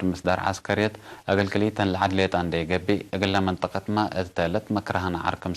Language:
Tigre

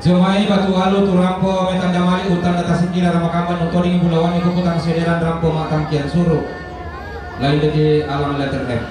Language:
Toraja-Sa'dan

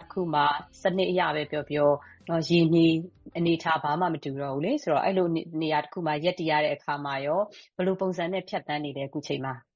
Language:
Burmese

